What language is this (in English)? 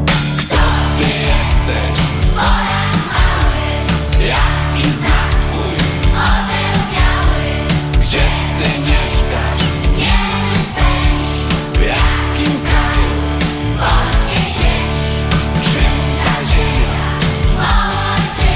Polish